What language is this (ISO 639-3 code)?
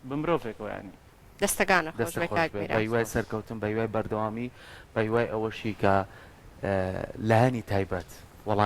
ckb